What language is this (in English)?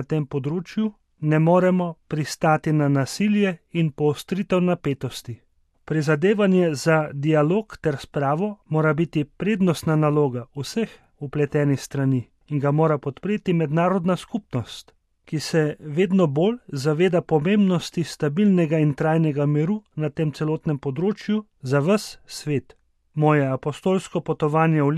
Slovenian